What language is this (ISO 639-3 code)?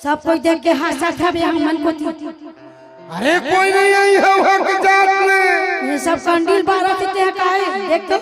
hne